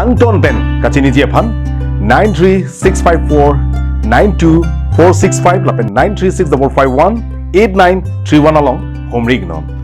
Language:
Karbi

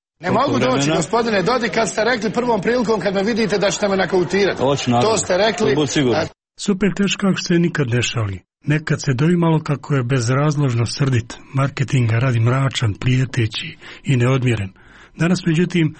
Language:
Croatian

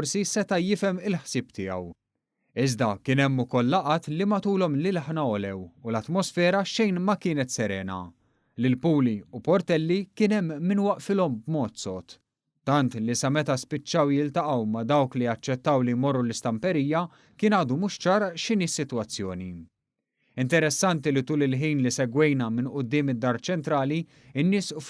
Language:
Maltese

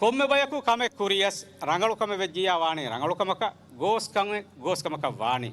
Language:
Divehi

